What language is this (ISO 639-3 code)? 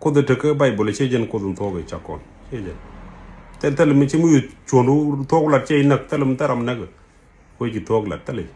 nus